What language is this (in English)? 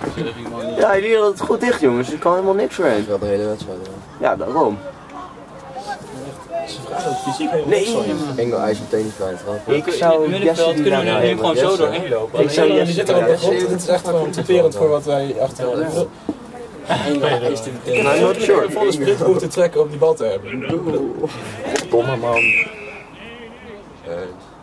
Dutch